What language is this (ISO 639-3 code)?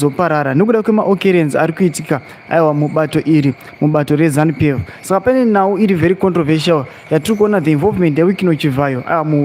sna